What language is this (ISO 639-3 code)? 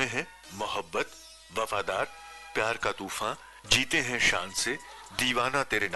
hin